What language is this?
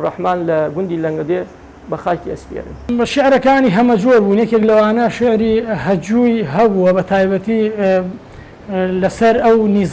Central Kurdish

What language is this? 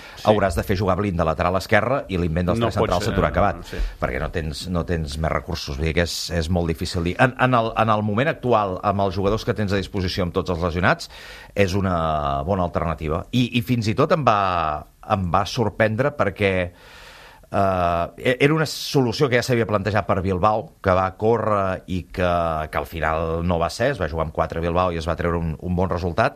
Catalan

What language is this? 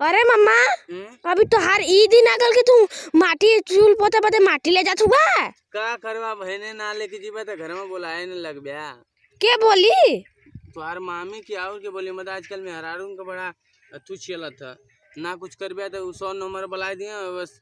Bhojpuri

